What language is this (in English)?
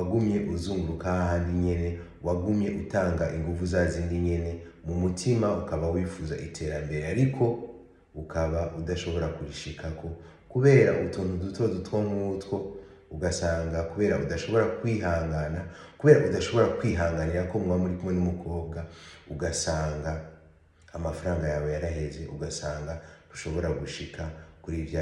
Rundi